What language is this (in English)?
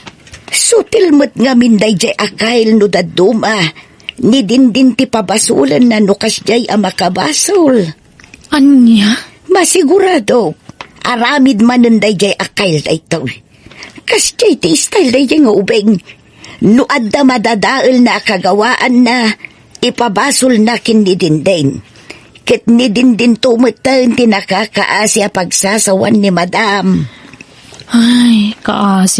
Iloko